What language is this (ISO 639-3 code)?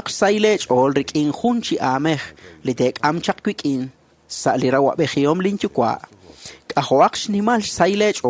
kek